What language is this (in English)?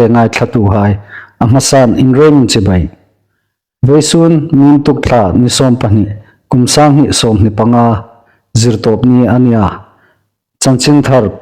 Hmar